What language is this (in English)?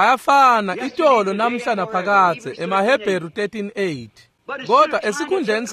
Swati